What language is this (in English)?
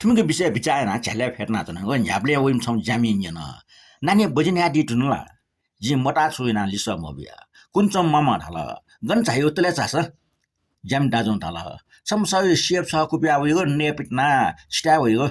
Newari